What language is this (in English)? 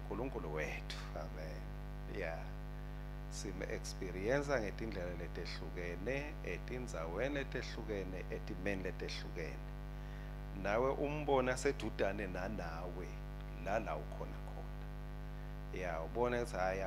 Swati